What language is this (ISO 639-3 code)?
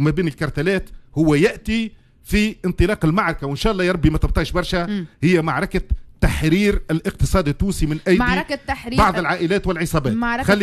aeb